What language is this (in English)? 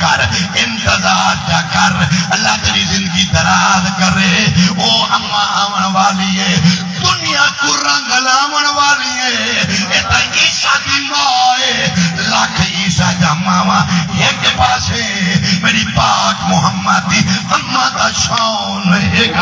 Saraiki